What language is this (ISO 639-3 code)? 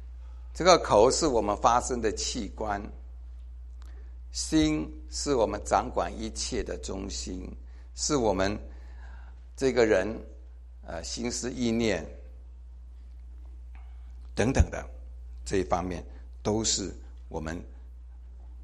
zho